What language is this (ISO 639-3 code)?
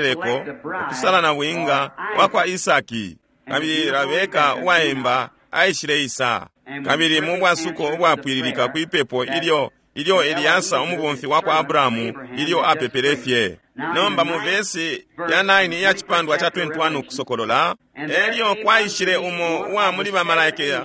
bem